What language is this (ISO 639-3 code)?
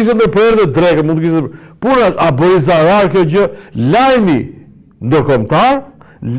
sqi